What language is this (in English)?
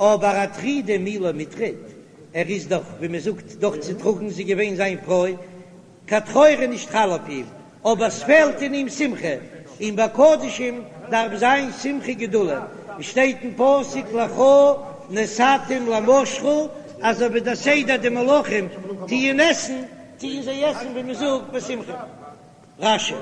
Yiddish